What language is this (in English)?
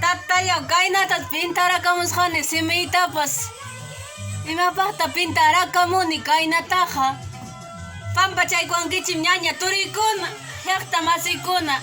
Ayacucho Quechua